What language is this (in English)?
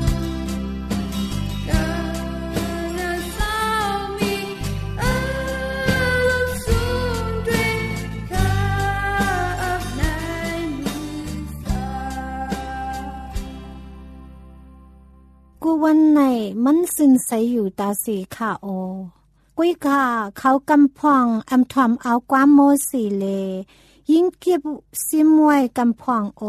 Thai